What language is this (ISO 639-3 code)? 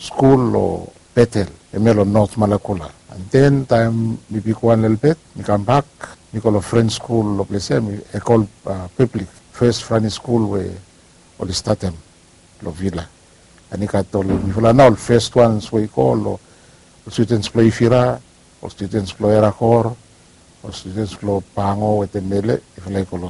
bis